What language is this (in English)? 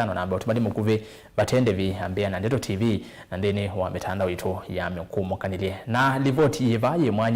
Kamba